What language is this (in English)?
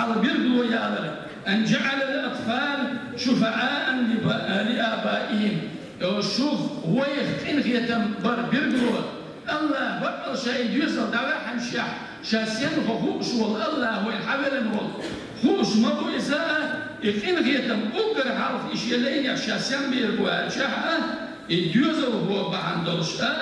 Chechen